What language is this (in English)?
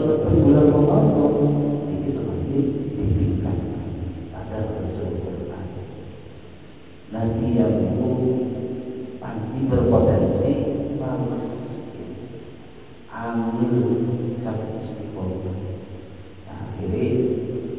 Indonesian